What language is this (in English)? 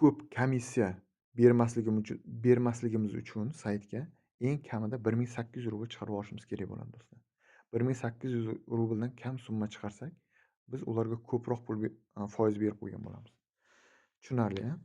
Uzbek